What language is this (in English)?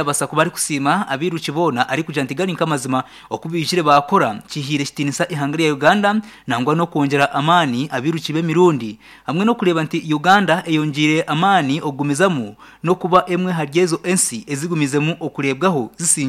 Nyankole